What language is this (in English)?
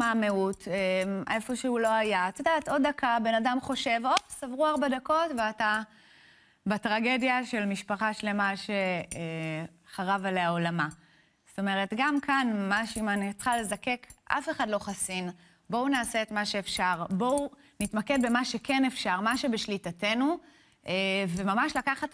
Hebrew